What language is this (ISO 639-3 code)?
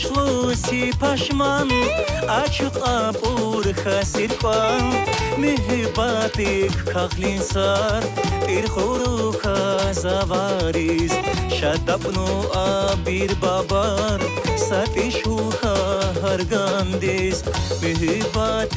tab